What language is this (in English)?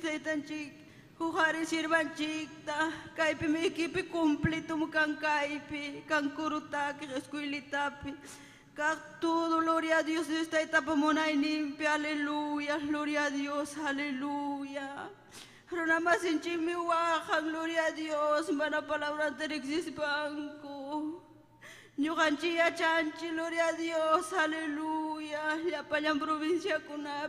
Ayacucho Quechua